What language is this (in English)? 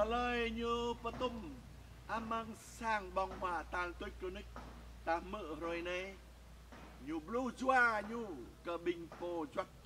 Jarai